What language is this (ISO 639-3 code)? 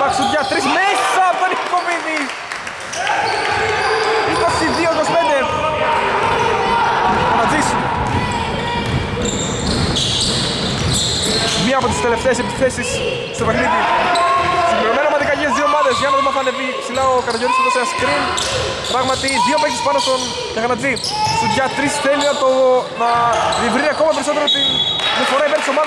ell